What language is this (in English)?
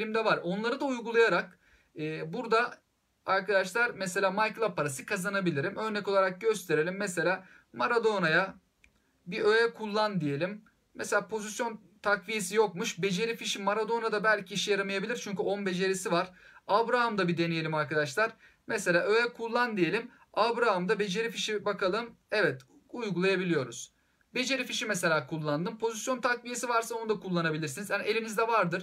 Turkish